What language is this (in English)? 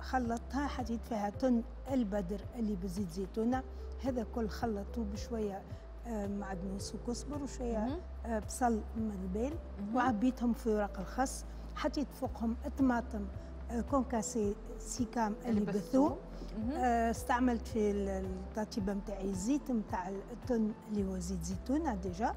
Tunisian Arabic